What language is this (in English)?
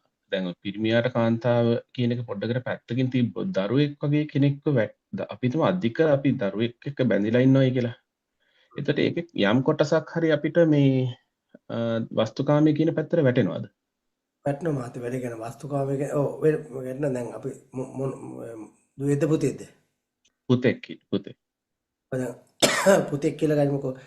Sinhala